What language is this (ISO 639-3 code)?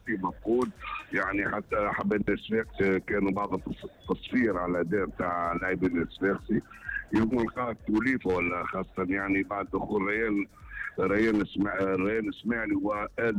aeb